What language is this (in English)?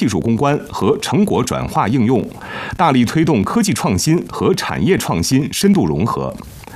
Chinese